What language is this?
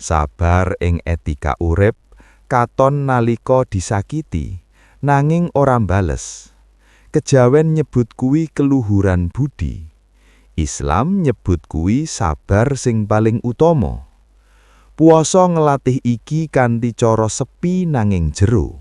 Javanese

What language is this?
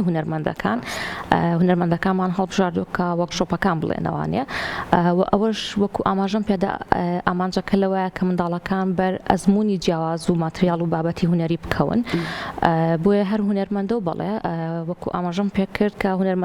Central Kurdish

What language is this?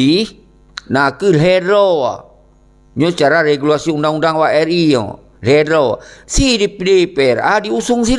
Achinese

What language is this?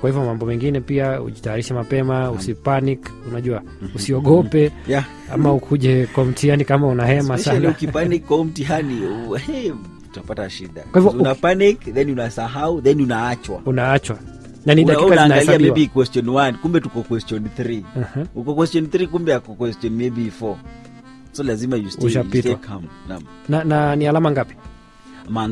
Swahili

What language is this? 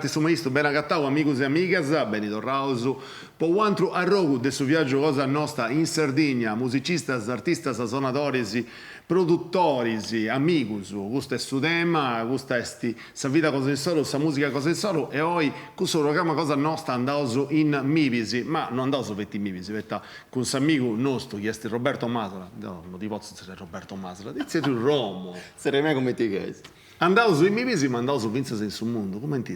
Sardinian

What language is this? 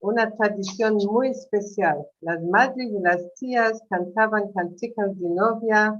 Ladino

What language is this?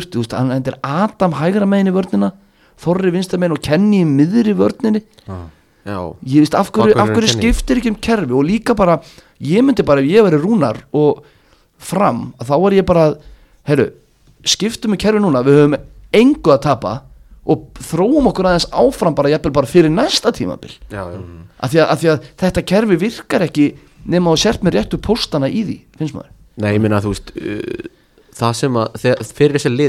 Icelandic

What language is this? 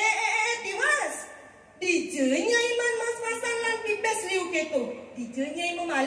Balinese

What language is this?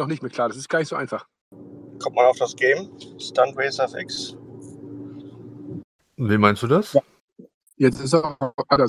German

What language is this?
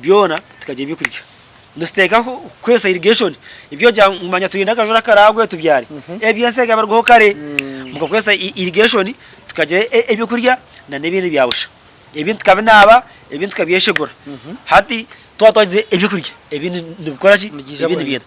Nyankole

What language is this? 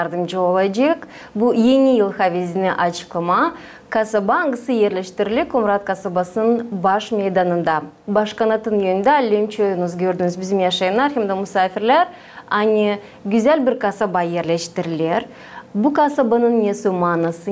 Gagauz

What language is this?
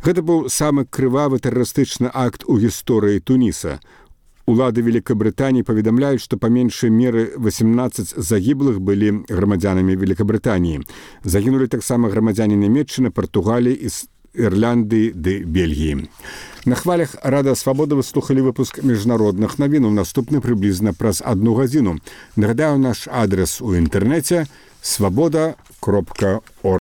Belarusian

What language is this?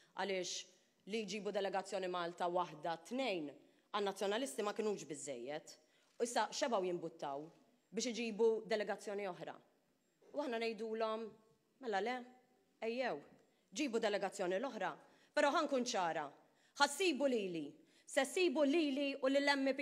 Maltese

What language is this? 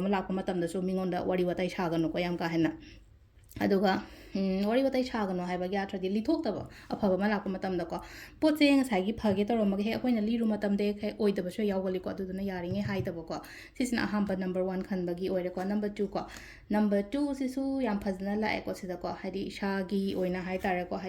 Manipuri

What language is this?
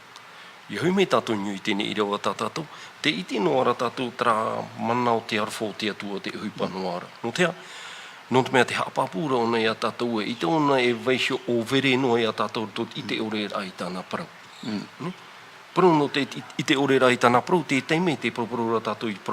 Tahitian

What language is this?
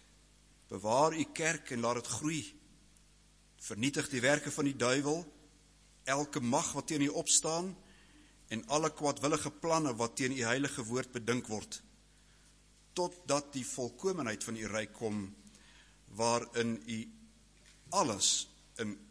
Afrikaans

